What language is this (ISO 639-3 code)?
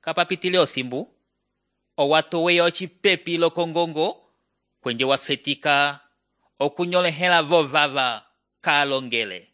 umb